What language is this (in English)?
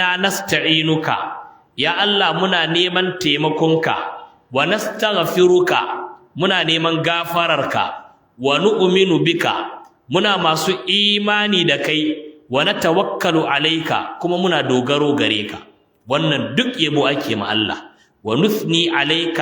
Hausa